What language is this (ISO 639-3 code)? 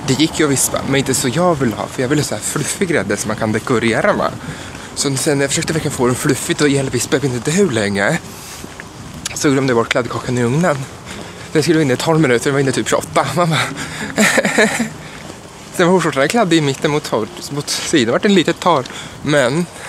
swe